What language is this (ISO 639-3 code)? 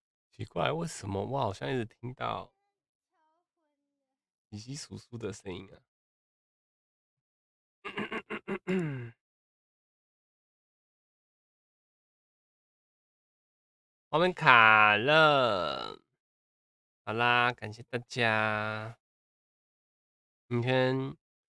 zho